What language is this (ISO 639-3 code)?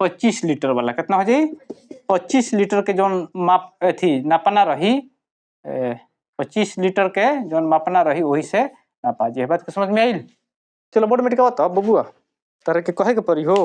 bho